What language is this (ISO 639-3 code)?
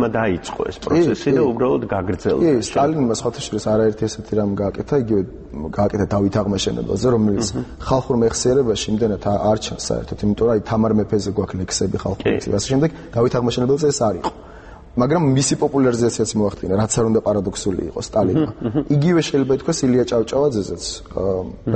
kat